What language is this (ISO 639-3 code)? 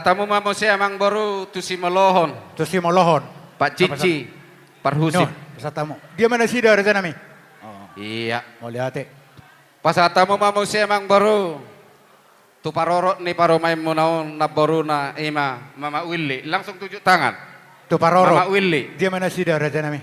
bbc